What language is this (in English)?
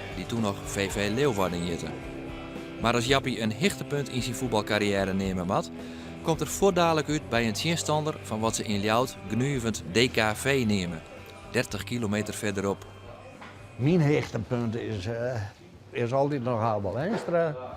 Western Frisian